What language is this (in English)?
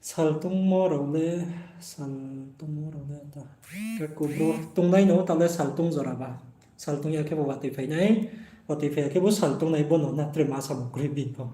Riang (India)